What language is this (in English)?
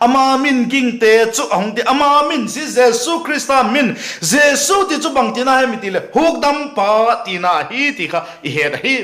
Vaiphei